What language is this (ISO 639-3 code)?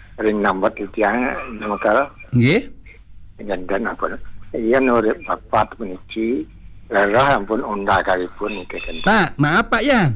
ban